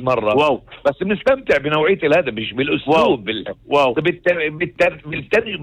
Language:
North Levantine Arabic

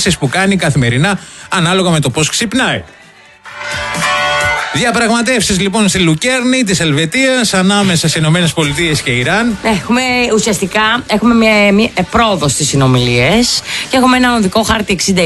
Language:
Greek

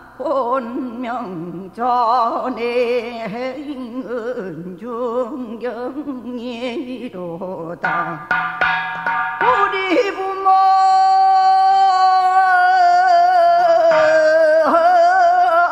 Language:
Korean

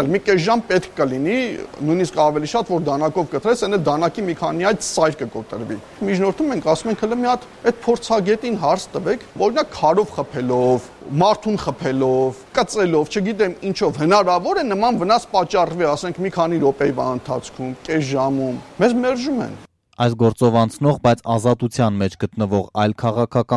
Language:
Armenian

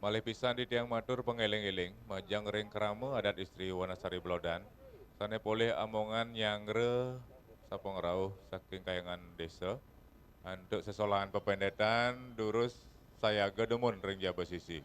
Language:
Balinese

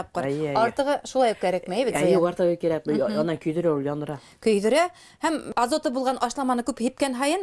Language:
Bashkir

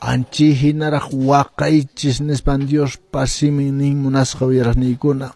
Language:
Quechua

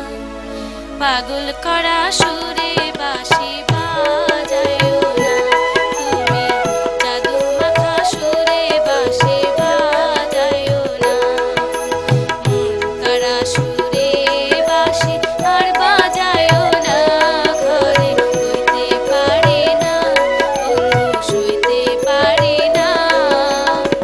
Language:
Bangla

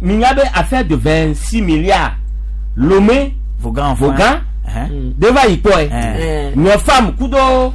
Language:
Gen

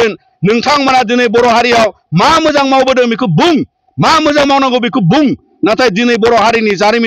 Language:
Bodo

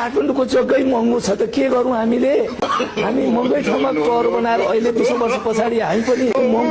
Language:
Nepali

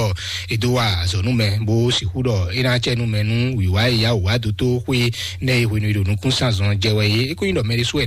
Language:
Fon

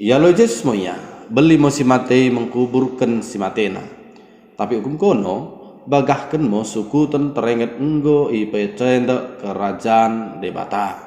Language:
Batak Dairi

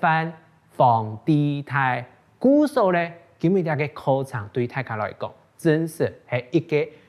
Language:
Hakka Chinese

